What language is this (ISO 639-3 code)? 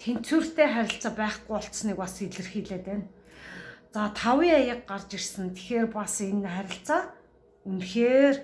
mon